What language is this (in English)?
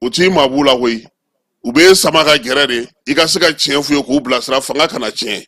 Bambara